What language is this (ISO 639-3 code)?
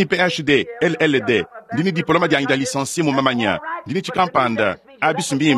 lua